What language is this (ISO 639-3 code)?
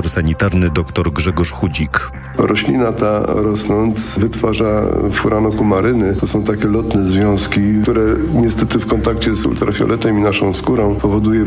pol